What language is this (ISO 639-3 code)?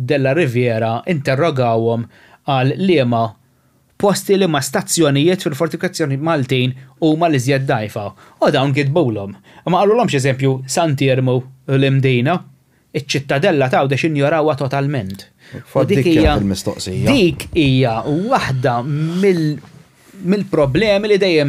mlt